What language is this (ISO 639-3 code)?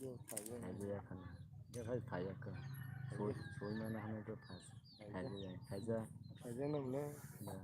trp